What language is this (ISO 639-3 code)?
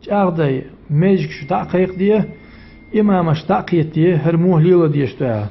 che